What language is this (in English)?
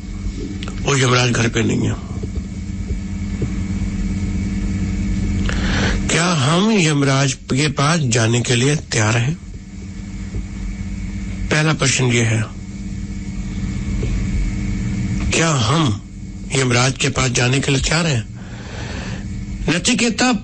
Hindi